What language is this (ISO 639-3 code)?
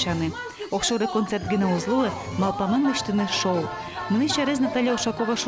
udm